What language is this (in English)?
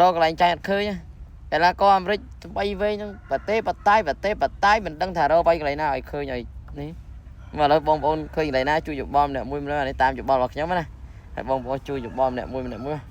Khmer